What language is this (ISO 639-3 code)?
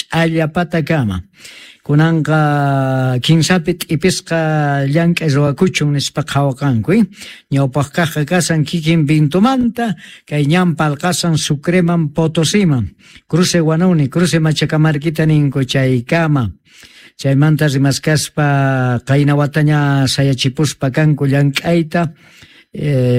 que